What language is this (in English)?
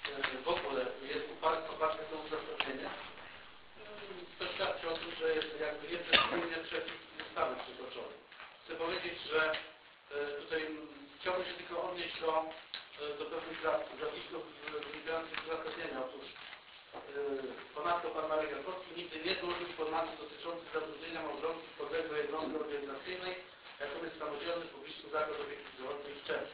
Polish